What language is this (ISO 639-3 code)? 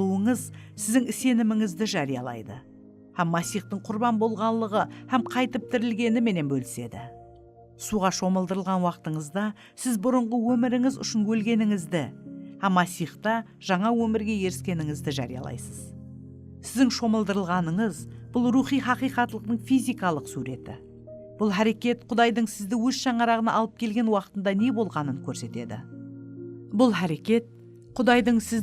kaa